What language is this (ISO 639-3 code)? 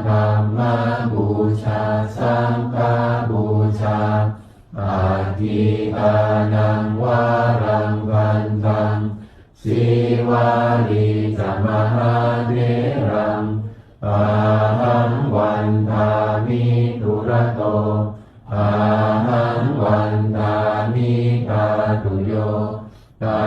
pli